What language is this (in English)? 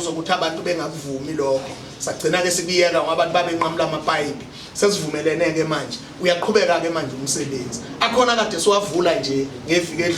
Zulu